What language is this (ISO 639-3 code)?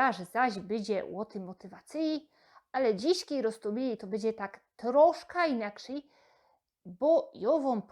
szl